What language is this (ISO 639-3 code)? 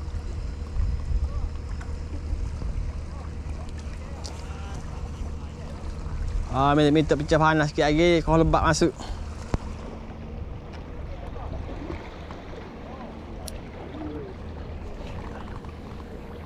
msa